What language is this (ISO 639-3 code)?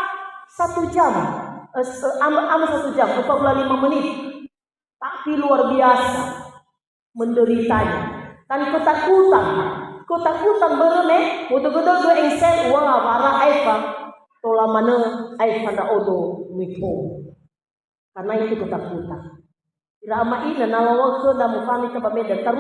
nia